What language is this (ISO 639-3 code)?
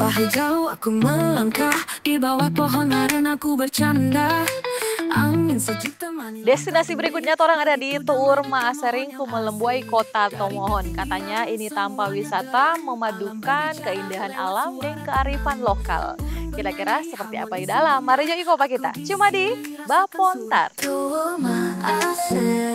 xmm